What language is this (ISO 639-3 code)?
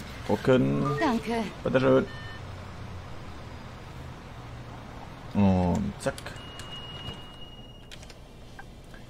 deu